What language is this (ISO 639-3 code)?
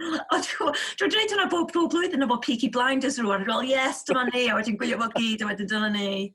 cym